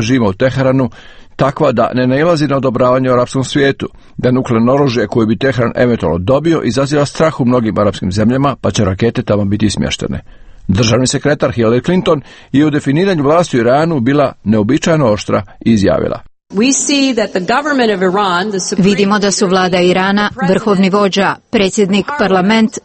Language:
Croatian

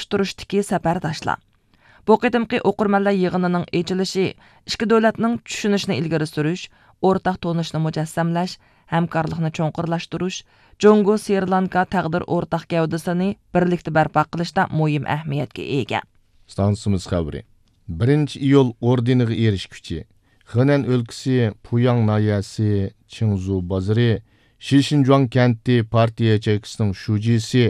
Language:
Uyghur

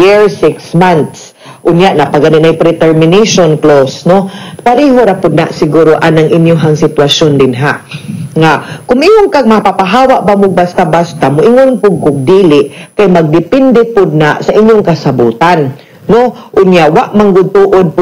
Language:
Cebuano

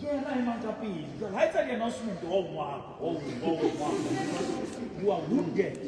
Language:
Southern Sotho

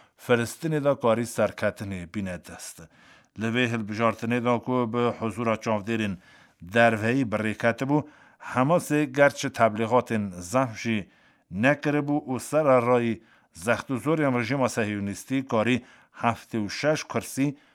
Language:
Kurdish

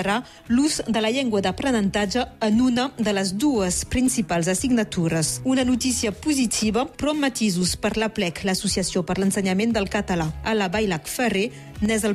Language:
Catalan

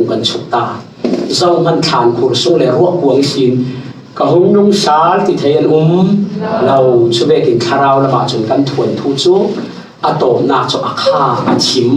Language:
Falam Chin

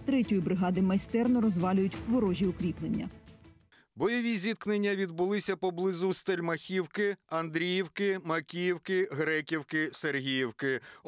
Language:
Ukrainian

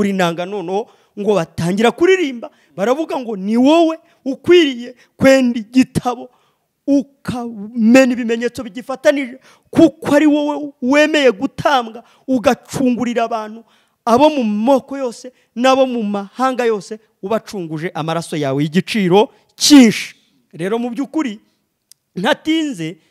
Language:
Kinyarwanda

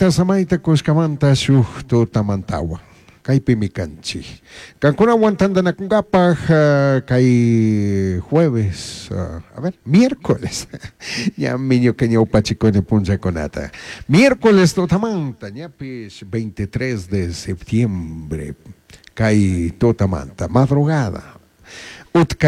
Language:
Chimborazo Highland Quichua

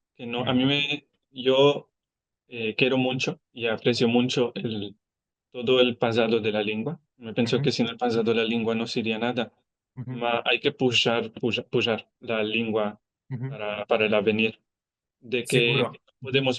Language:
Ladino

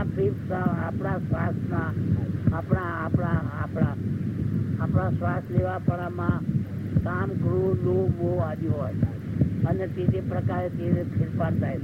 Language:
Gujarati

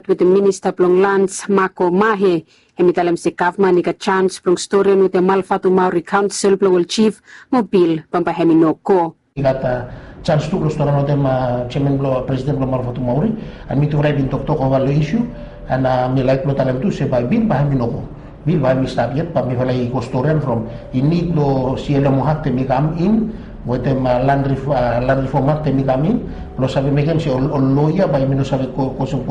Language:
Bislama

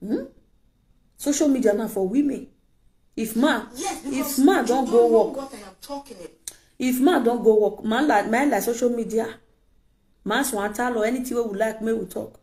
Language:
Nigerian Pidgin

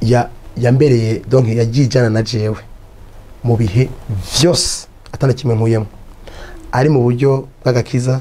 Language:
Rundi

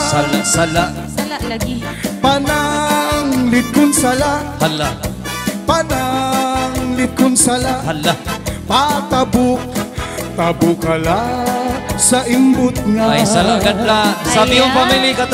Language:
Filipino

